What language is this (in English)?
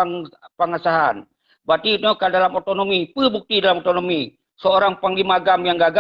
Achinese